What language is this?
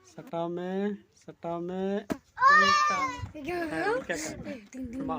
Santali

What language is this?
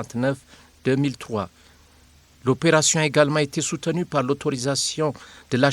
French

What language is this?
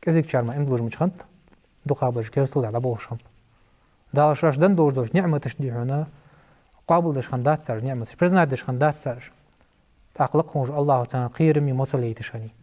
Ingush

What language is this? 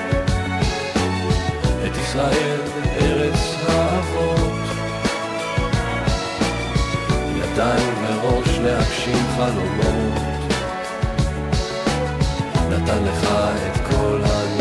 Hebrew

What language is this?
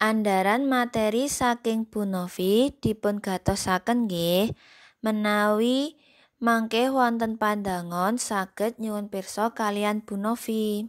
Javanese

